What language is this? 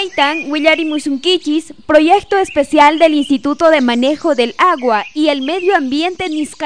South Bolivian Quechua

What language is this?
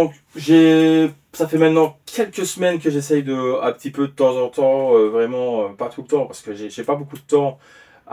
French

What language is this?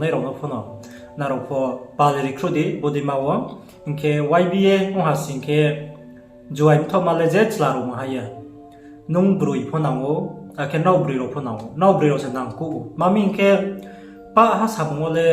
Riang (India)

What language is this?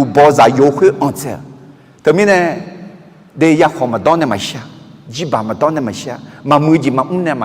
Akha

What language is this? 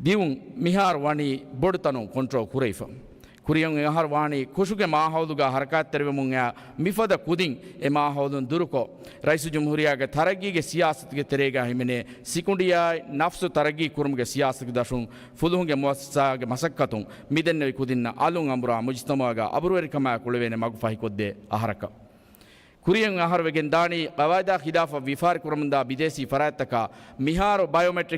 Divehi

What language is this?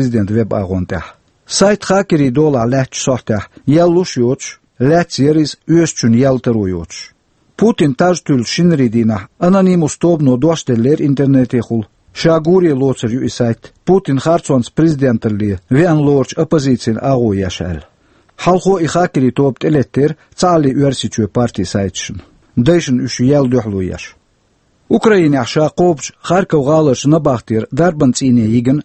Chechen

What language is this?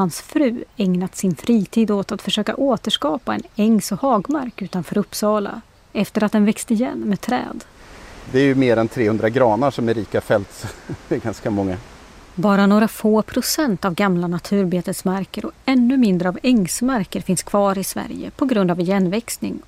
Swedish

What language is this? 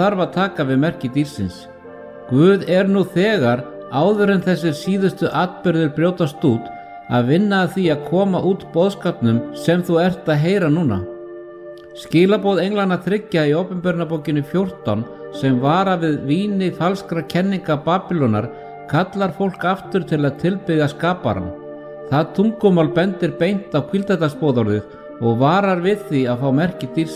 Icelandic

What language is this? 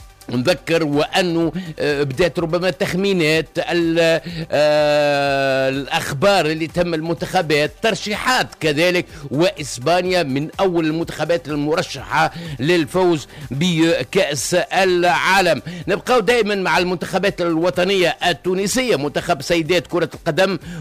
Tunisian Arabic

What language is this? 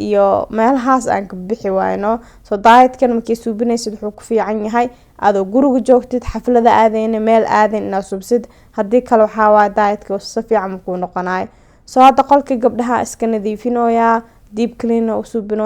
Somali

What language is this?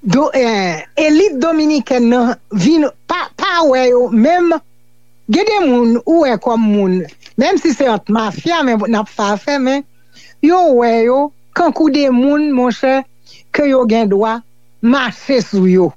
Haitian Creole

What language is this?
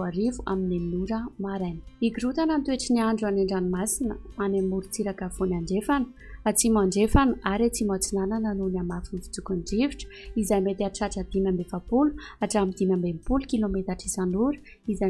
Malagasy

